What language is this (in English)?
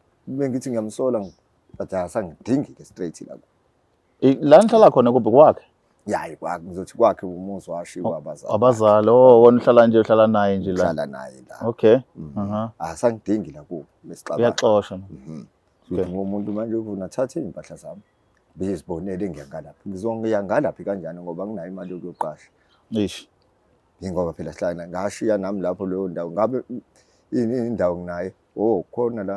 Zulu